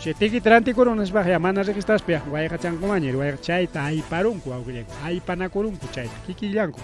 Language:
Ayacucho Quechua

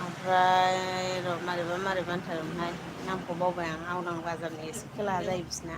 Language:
Bodo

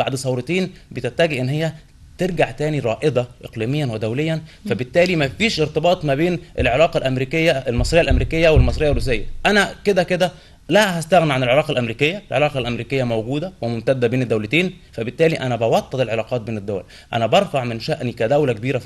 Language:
Egyptian Arabic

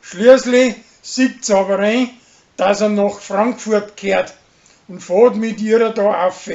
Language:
Bavarian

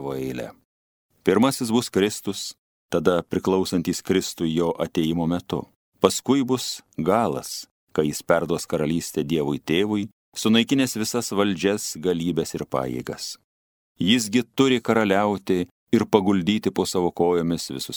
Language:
Lithuanian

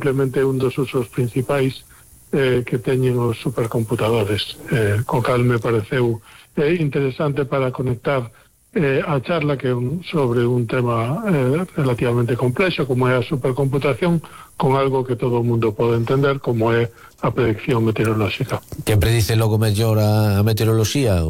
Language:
Galician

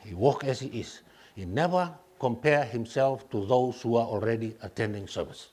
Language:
Fijian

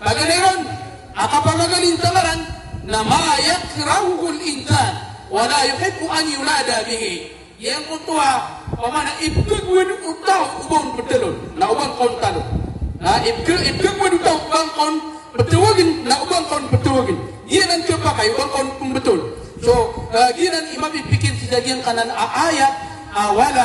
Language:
Maranao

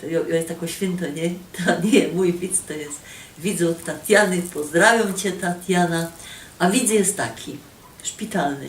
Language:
Silesian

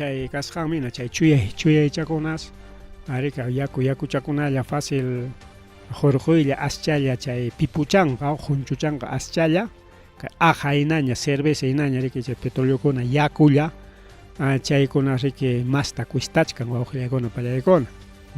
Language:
Ayacucho Quechua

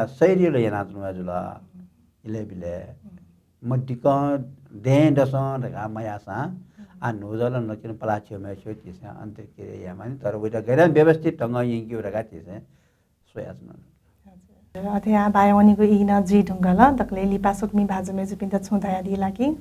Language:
Newari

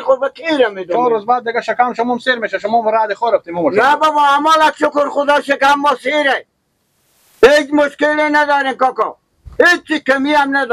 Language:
Persian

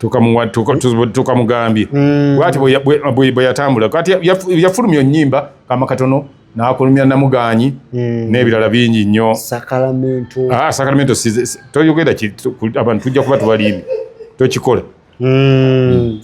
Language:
Ganda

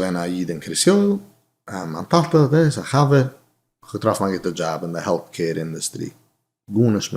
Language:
Yiddish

